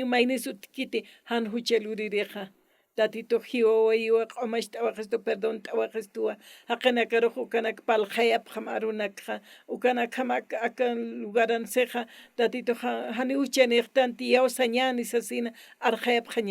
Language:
Aymara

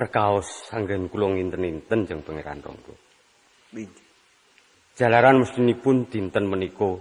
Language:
Javanese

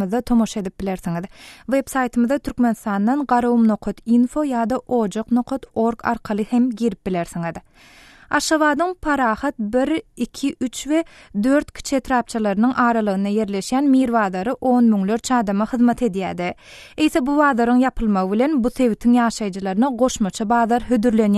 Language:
Turkmen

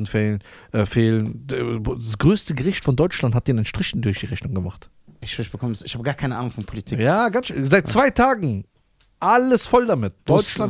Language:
German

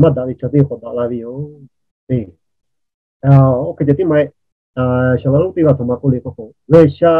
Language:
Lahu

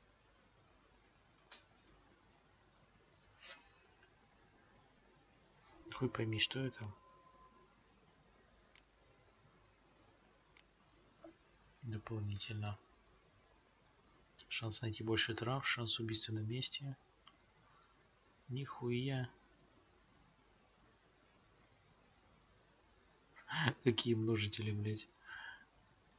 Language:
Russian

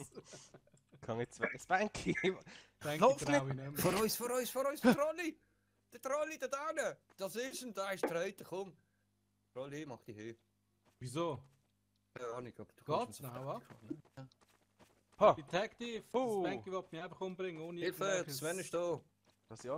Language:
Swiss German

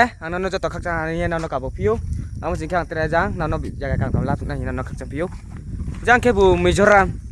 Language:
Riang (India)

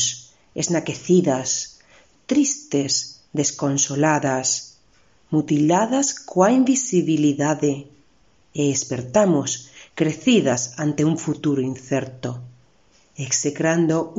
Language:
Galician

